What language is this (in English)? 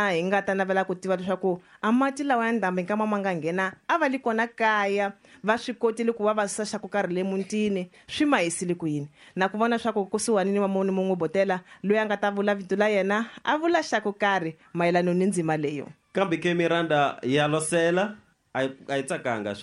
Tsonga